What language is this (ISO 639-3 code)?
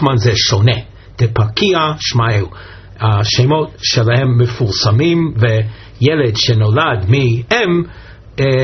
heb